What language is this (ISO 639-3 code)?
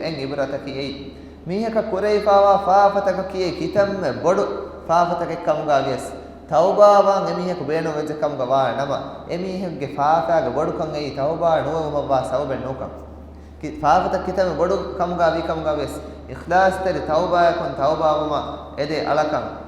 div